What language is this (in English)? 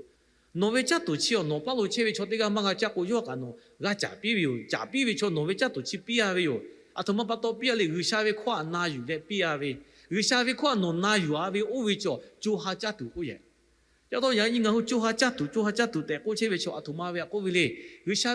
Lahu